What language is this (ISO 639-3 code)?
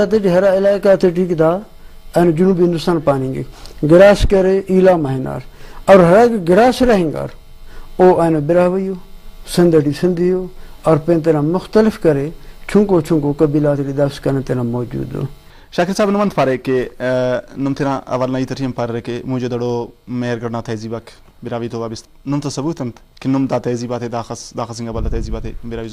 brh